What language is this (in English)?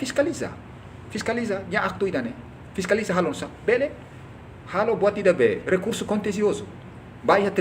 Tetum